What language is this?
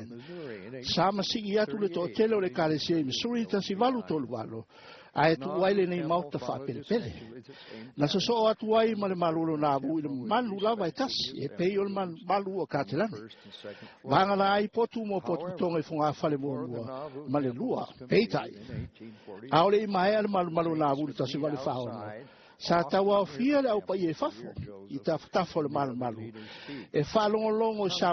Samoan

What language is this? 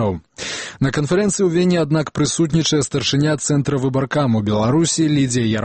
Belarusian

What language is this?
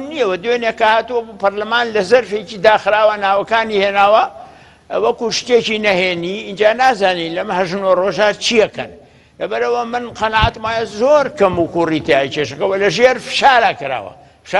Central Kurdish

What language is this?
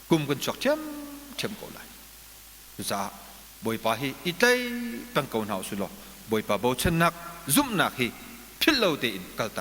Hakha Chin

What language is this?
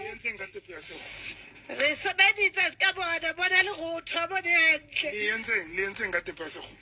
Southern Sotho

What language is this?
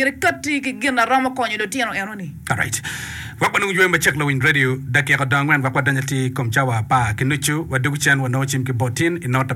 Acoli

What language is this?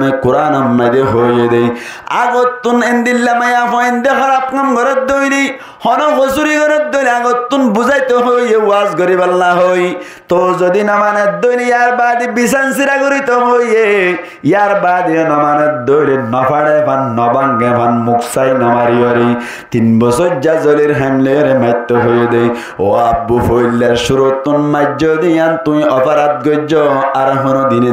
Rohingya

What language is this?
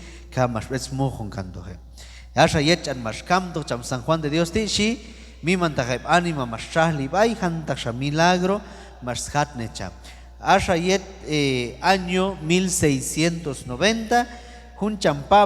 Q'anjob'al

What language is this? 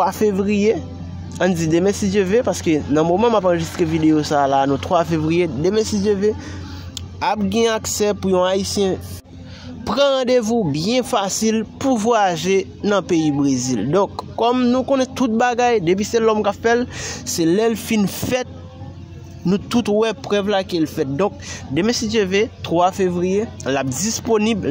Haitian Creole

